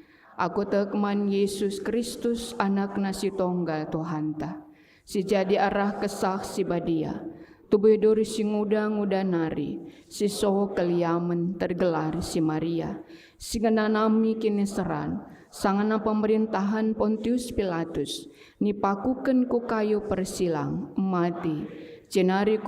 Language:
Batak Karo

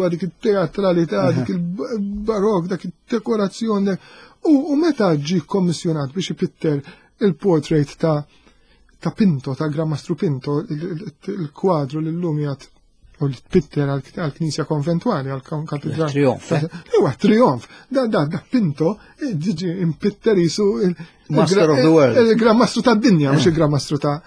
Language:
Maltese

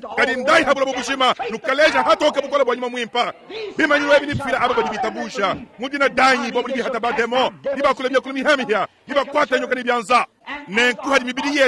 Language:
Luba-Lulua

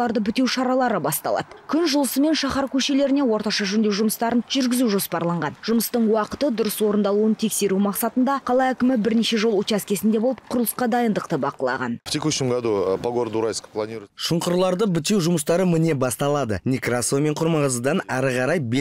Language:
Kazakh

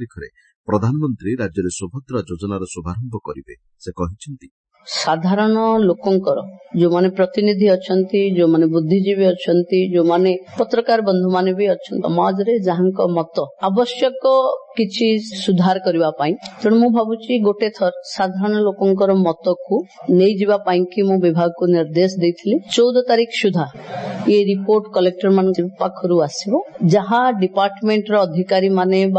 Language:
Odia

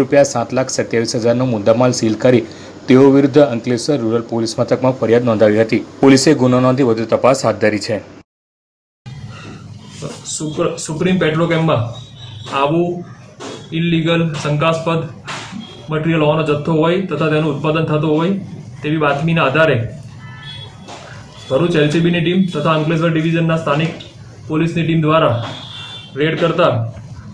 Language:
Gujarati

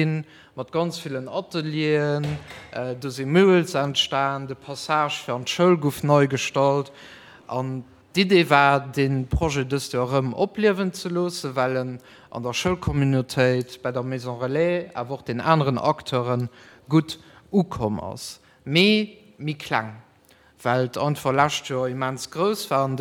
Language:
Luxembourgish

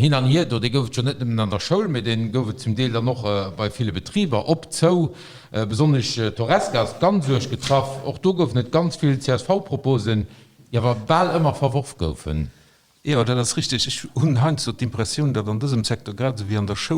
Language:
Luxembourgish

